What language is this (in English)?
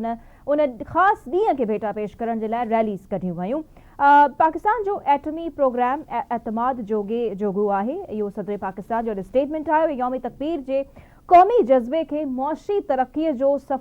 Sindhi